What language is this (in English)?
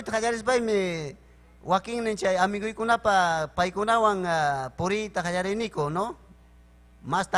Ayacucho Quechua